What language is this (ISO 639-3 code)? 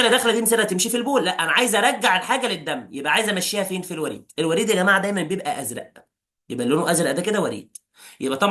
arz